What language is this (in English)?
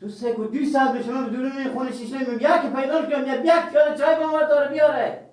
Persian